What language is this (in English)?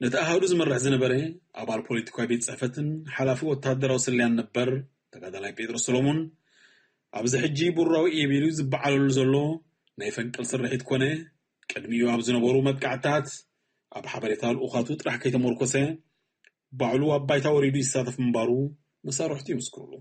Tigrinya